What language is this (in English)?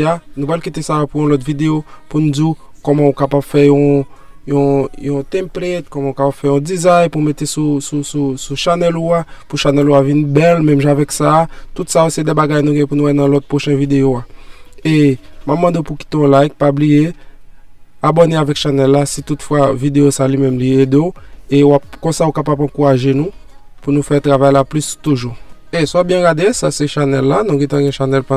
Haitian Creole